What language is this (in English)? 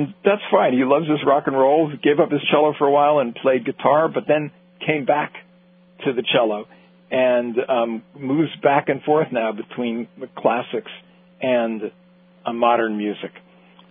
English